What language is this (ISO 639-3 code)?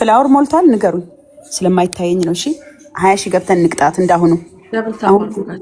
amh